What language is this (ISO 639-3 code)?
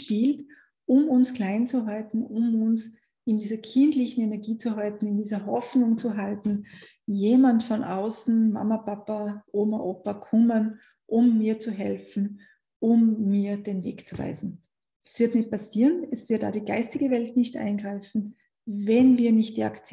deu